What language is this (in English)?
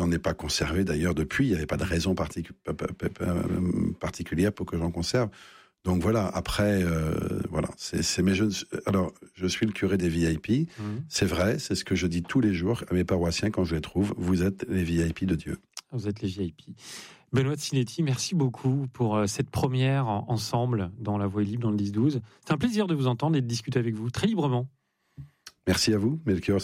French